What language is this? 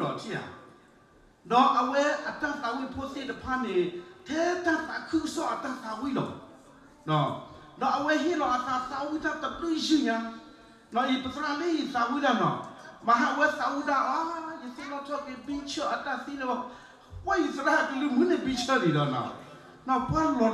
S'gaw Karen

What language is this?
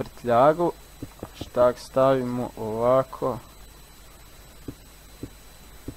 Croatian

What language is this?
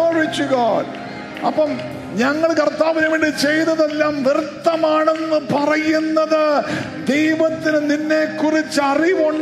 Malayalam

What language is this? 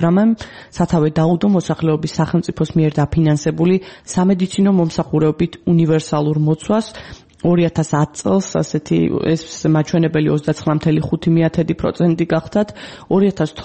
Georgian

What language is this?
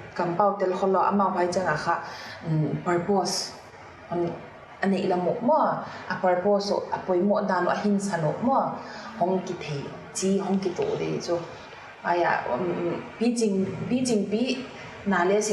Paite Chin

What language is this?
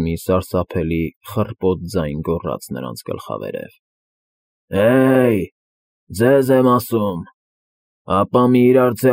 Armenian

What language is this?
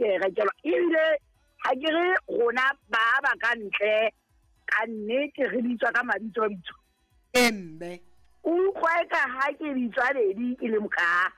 Southern Sotho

